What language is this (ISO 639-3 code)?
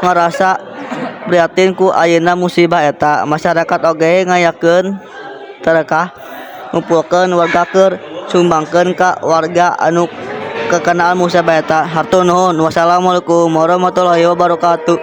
sun